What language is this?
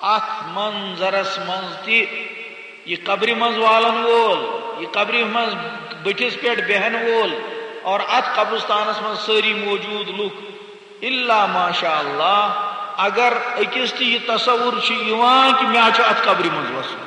Kashmiri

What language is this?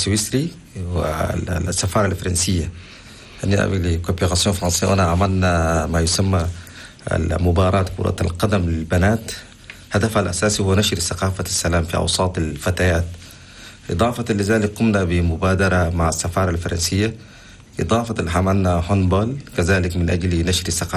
Chadian Arabic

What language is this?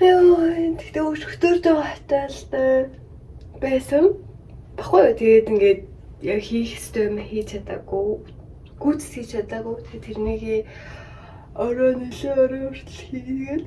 Mongolian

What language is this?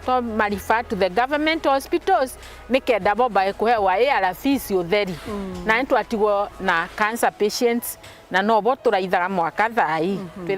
Meru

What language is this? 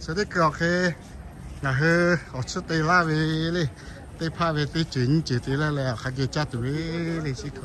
Lahu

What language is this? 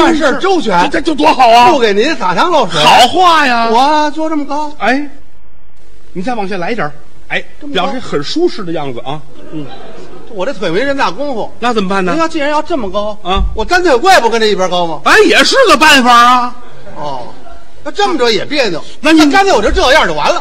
Chinese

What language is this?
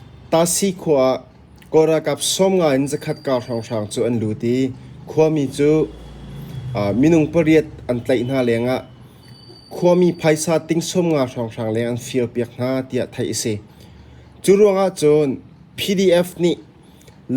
Hakha Chin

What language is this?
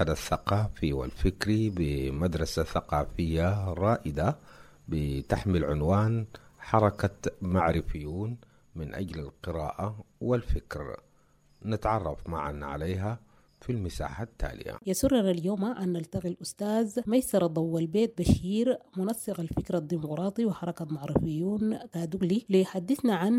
Sudanese Arabic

